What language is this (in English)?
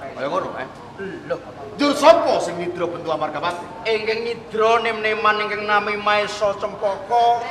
Javanese